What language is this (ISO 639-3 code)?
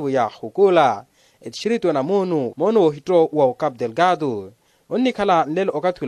vmw